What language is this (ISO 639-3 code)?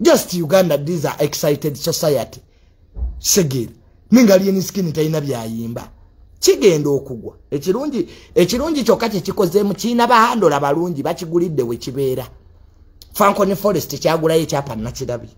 lug